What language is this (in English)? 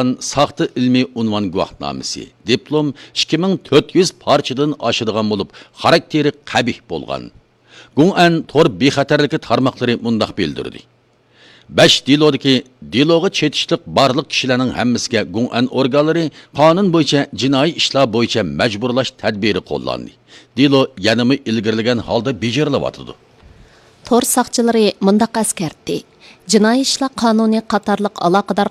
Uyghur